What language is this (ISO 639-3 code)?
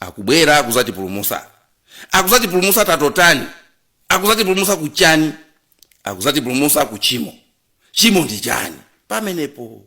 nya